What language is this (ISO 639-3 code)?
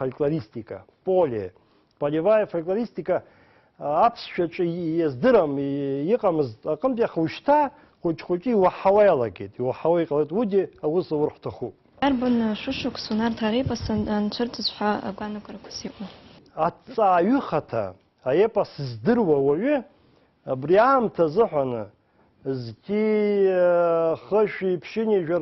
abk